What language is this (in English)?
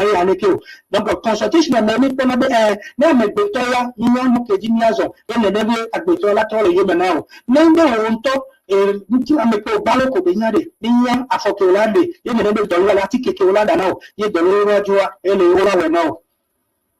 Ewe